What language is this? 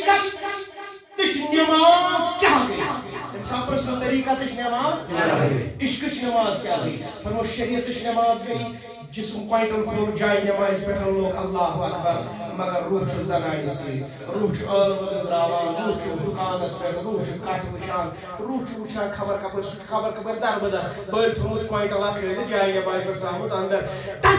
Kashmiri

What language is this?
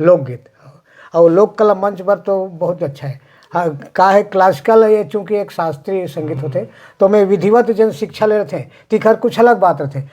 Chhattisgarhi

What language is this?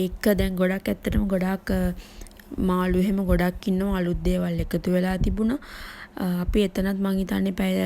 Sinhala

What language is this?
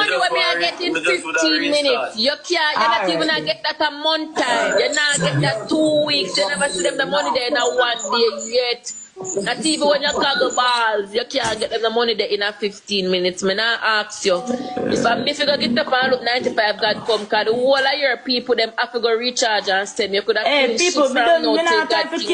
Jamaican Creole English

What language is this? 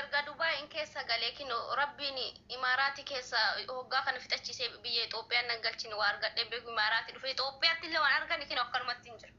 Oromo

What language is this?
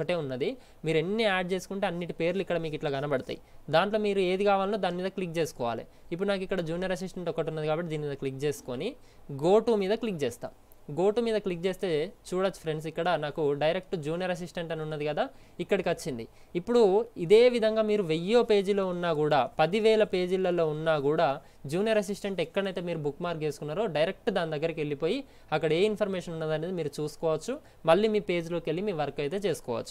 Telugu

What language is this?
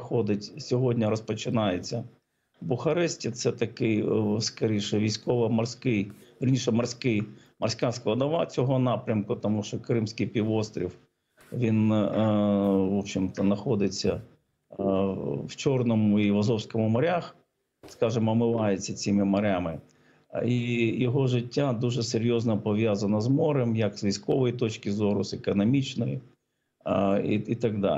Ukrainian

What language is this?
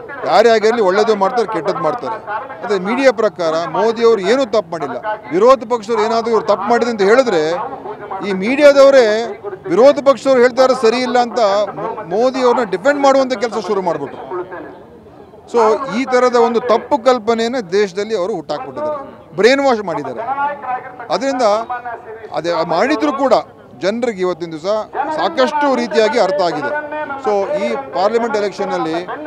Kannada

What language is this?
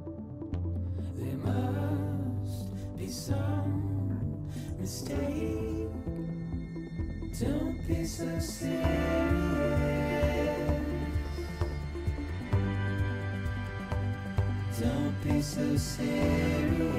English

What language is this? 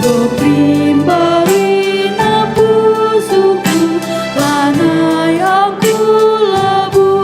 Batak Karo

